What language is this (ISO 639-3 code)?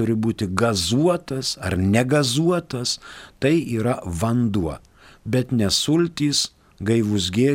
lit